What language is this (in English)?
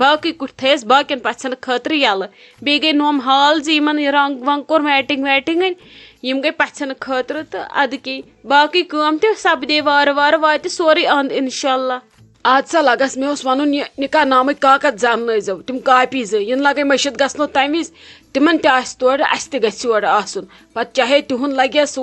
Kashmiri